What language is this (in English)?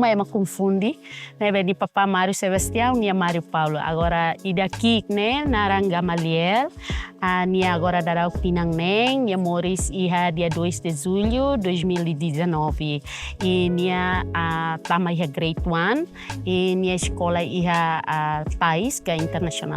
Tetum